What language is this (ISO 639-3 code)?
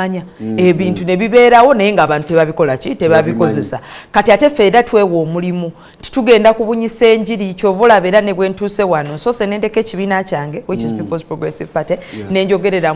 lug